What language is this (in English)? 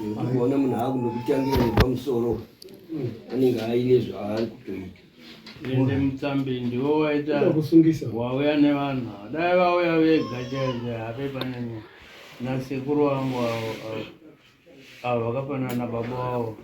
Shona